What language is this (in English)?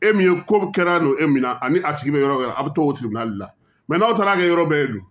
Bambara